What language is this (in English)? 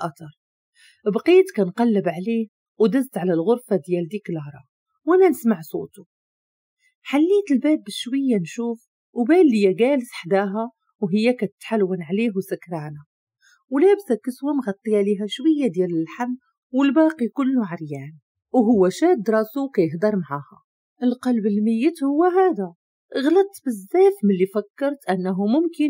Moroccan Arabic